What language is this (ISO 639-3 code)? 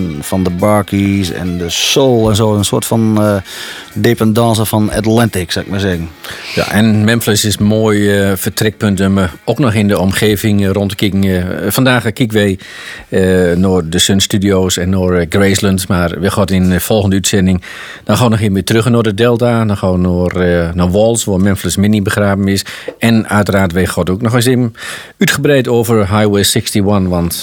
nld